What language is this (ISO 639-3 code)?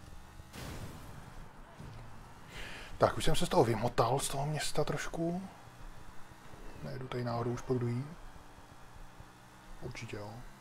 ces